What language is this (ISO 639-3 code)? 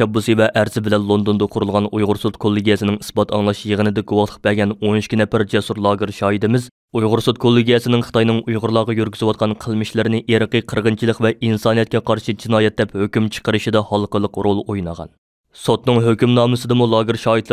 uig